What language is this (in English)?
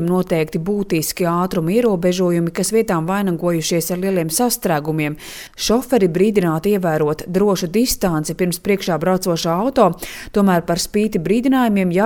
Latvian